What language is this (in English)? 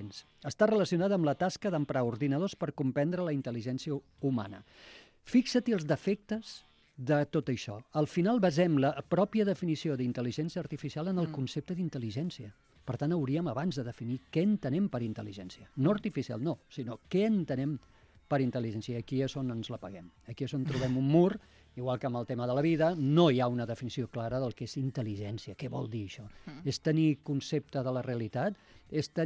Catalan